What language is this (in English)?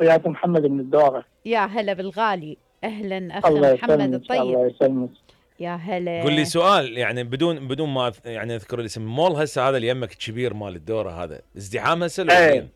Mesopotamian Arabic